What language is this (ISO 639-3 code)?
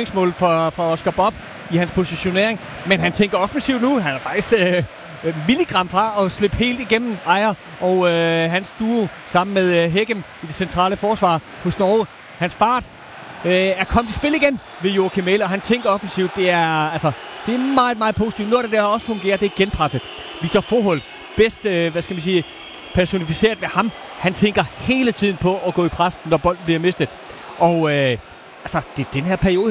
dan